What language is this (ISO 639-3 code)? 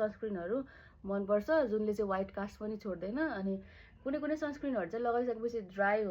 nep